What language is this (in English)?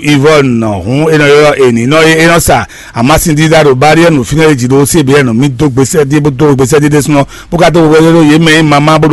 Fon